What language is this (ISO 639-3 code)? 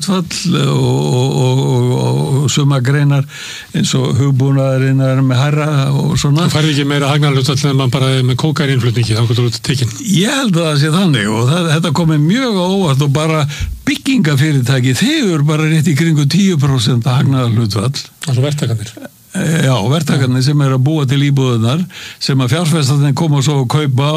isl